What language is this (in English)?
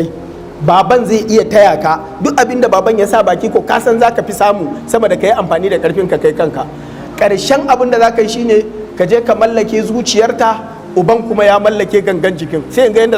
Hausa